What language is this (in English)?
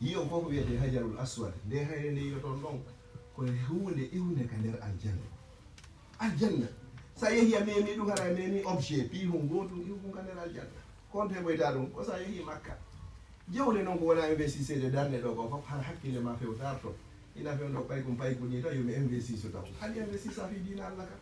Fula